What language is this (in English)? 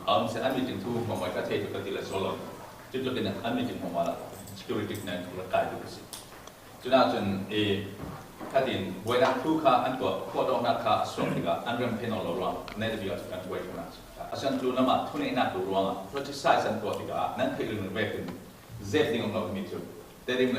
Falam Chin